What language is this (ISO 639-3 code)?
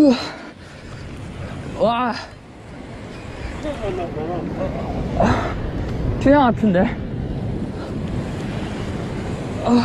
kor